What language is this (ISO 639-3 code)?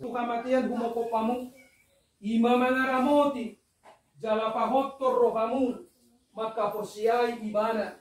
bbc